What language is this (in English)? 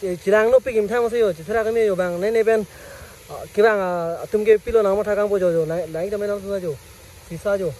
Karbi